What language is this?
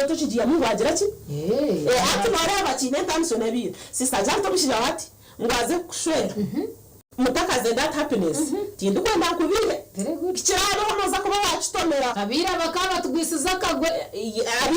Nyankole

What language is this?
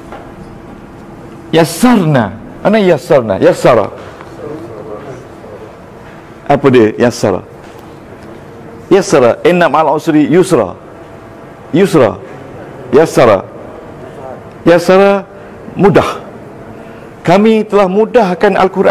Malay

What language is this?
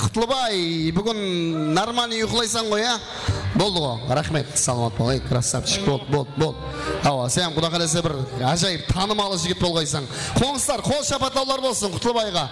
Kara-Kalpak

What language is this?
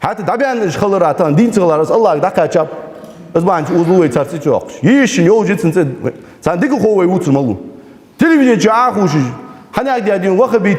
Ingush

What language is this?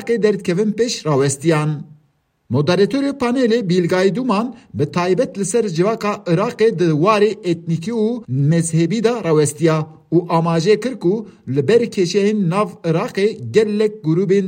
Kurdish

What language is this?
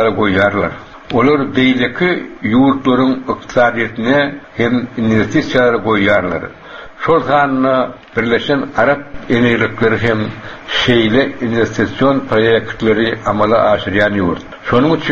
Turkmen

